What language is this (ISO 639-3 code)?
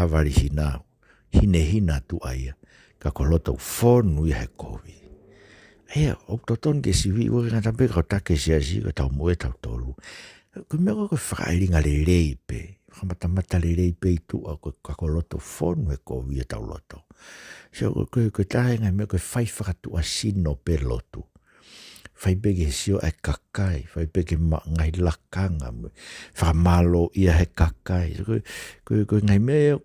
ton